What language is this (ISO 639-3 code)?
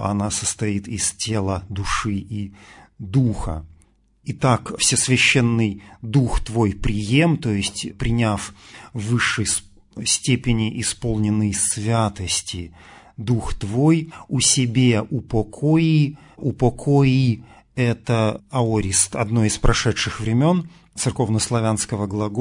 rus